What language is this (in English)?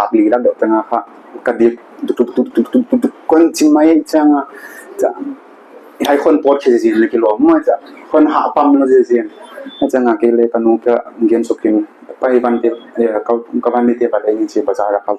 Paite Chin